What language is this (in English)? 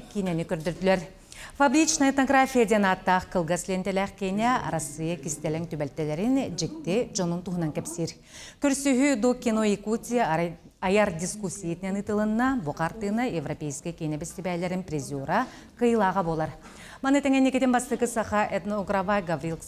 Yakut